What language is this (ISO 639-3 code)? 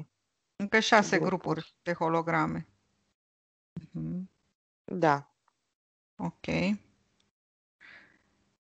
ron